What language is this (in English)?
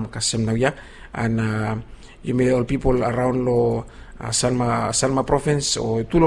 Bislama